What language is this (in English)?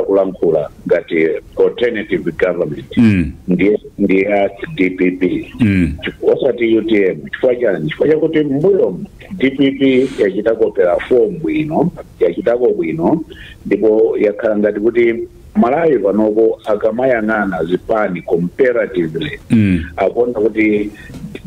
Nyanja